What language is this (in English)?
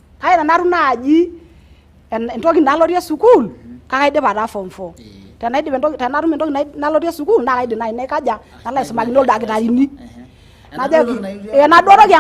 Masai